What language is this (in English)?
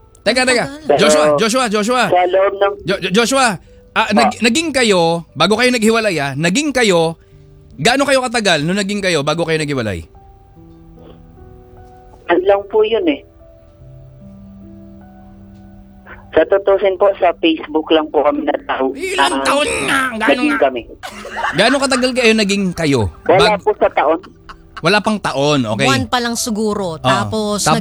Filipino